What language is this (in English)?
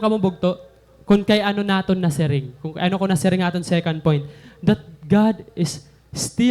Waray